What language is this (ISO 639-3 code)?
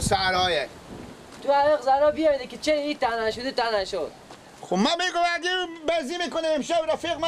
fas